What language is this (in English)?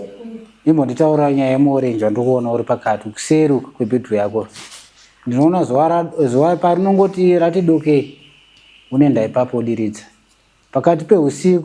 Shona